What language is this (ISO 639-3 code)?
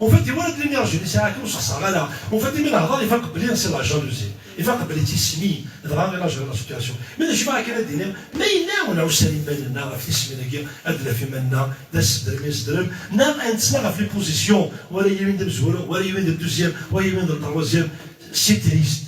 kab